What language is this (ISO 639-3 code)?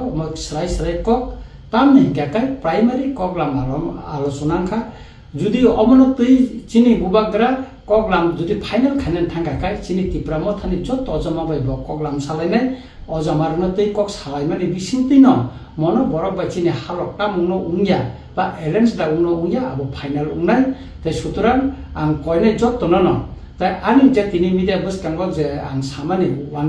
trp